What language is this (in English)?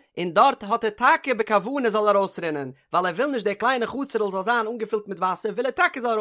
Yiddish